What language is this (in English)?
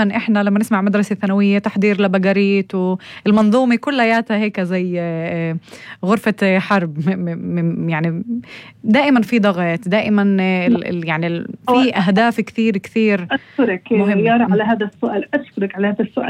North Levantine Arabic